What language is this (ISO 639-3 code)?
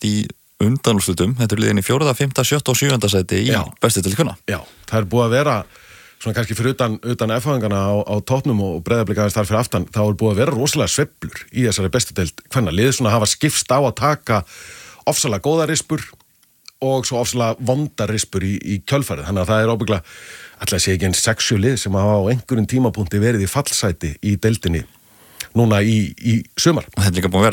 isl